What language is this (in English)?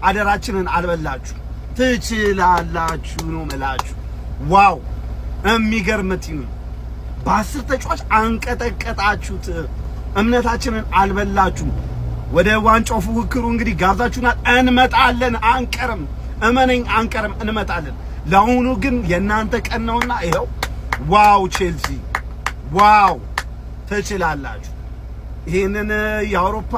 Amharic